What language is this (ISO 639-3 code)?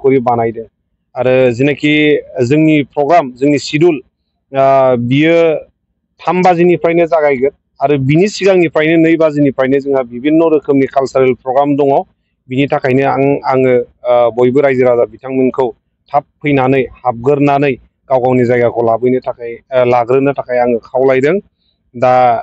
brx